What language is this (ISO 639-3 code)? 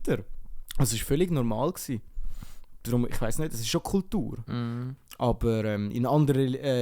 gsw